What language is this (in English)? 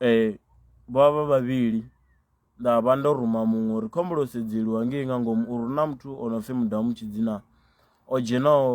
Venda